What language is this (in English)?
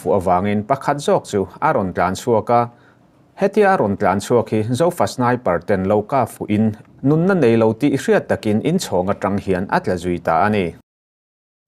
Mizo